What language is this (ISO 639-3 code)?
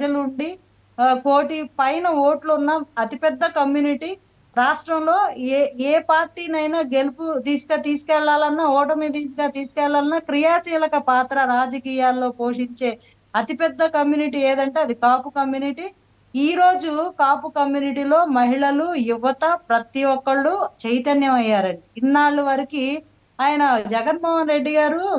tel